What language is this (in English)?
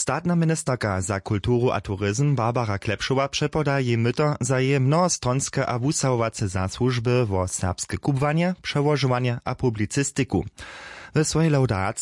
Upper Sorbian